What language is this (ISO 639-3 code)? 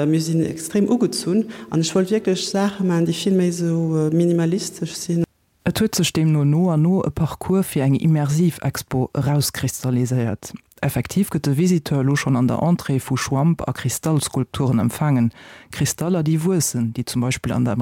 ltz